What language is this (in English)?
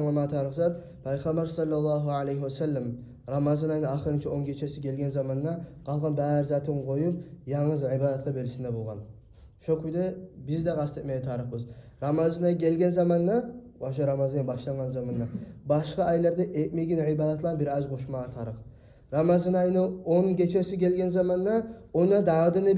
Kumyk